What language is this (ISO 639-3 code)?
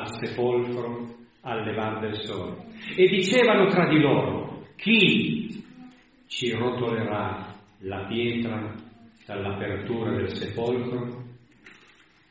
ita